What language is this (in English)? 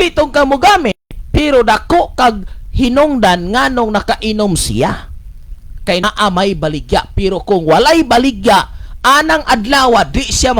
Cebuano